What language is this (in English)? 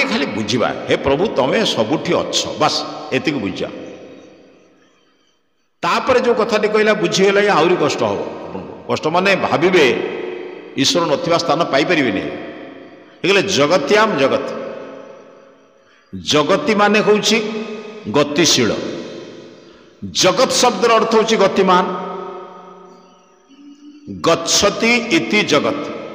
Odia